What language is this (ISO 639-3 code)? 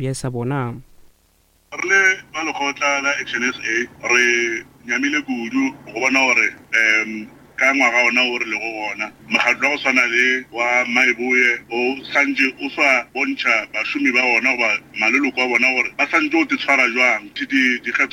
nso